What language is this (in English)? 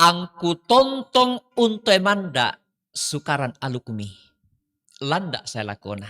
Toraja-Sa'dan